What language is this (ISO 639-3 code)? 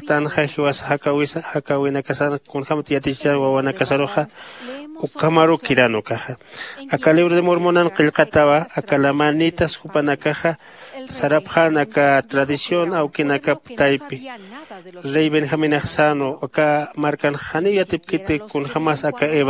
aym